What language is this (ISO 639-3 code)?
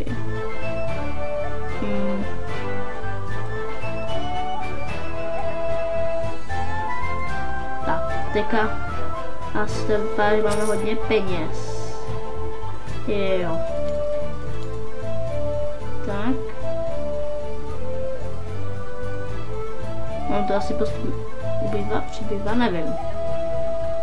ces